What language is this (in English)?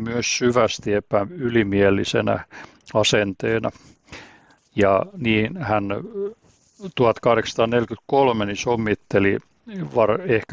Finnish